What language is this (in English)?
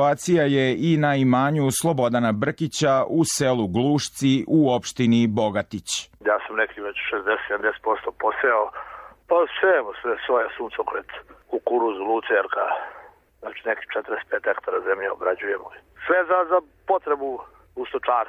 Serbian